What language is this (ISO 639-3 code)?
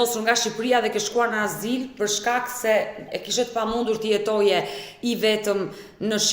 sqi